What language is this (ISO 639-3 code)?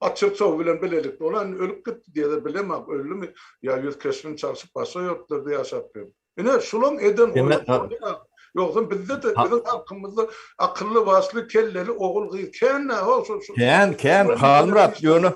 tuk